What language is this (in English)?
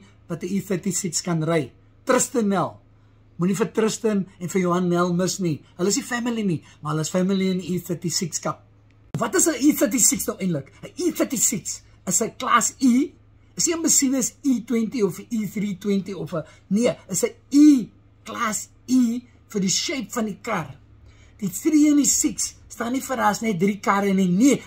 Afrikaans